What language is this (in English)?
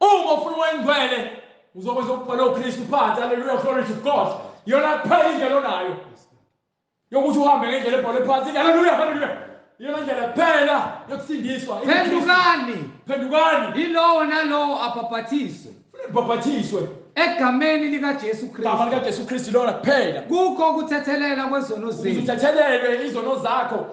Zulu